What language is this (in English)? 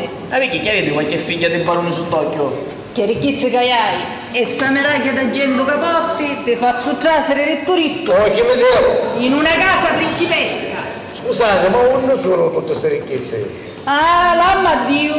Sicilian